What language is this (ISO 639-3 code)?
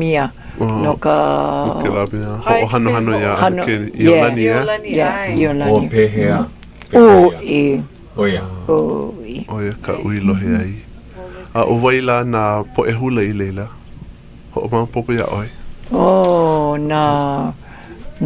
haw